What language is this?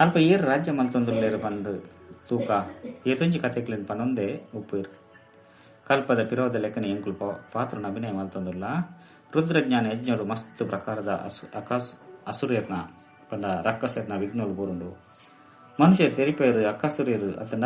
Tulu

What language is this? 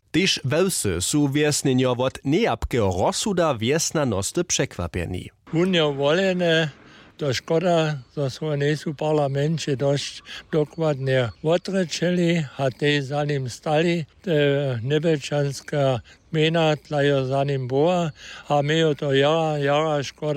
Upper Sorbian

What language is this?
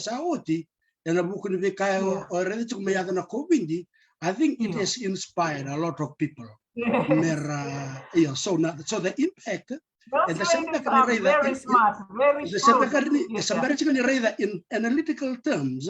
Fijian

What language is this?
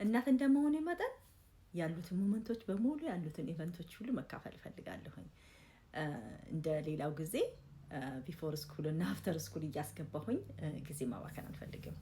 Amharic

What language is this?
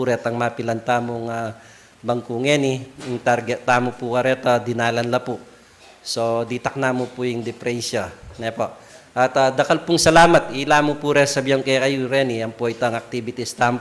Pampanga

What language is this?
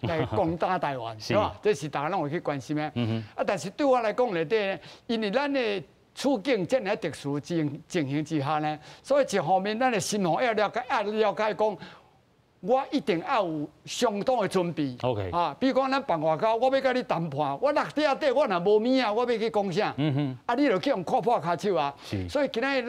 Min Nan Chinese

